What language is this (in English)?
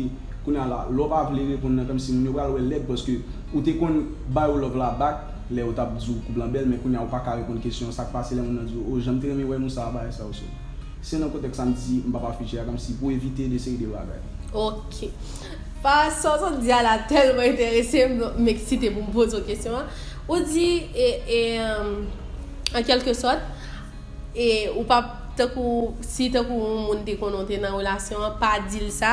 Haitian Creole